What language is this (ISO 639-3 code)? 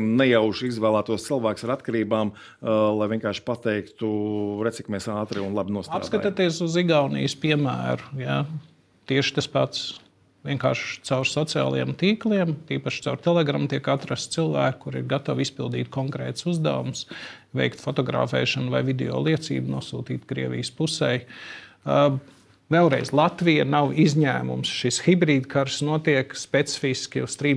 lav